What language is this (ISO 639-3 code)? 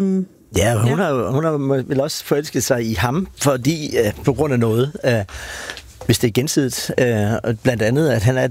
dan